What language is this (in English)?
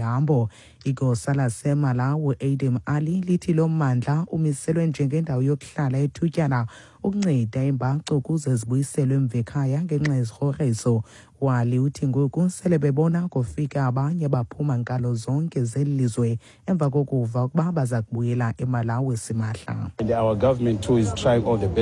Xhosa